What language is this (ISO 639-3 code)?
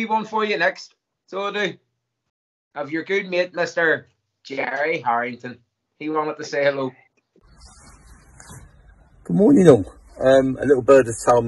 eng